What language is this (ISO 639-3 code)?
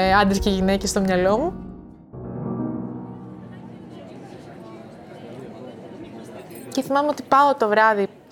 ell